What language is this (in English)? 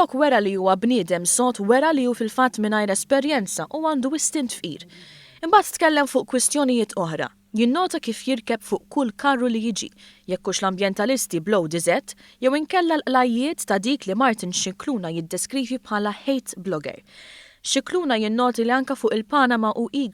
Maltese